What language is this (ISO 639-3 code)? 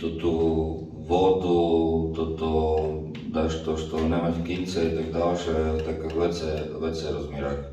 rue